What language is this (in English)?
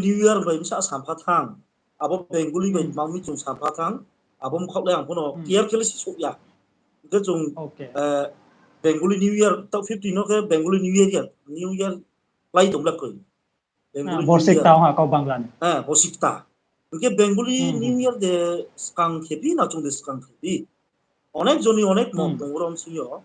Riang (India)